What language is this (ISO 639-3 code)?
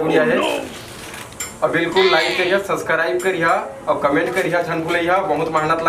hne